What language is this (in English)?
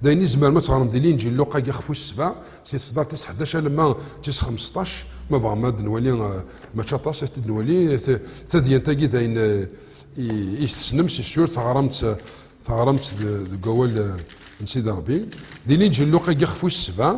Kabyle